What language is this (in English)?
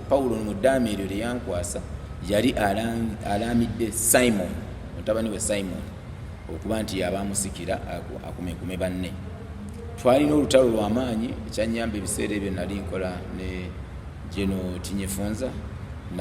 Ganda